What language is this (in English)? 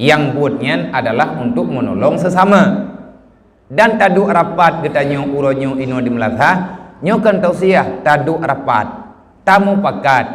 Achinese